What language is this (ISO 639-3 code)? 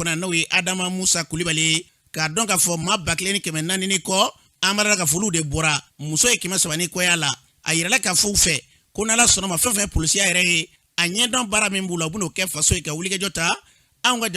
bam